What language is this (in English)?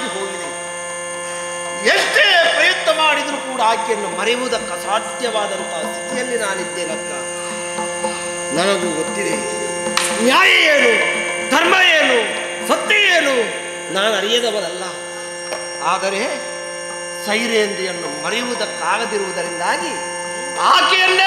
Kannada